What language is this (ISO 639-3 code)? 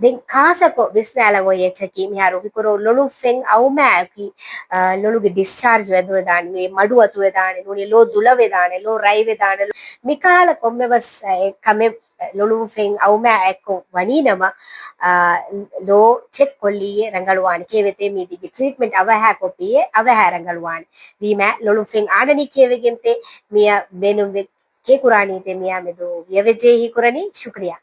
div